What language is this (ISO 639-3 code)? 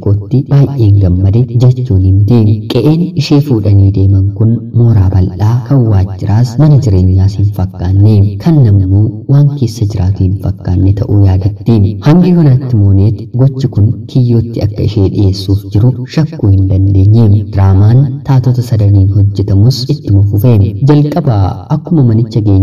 orm